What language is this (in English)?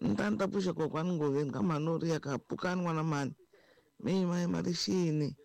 Tsonga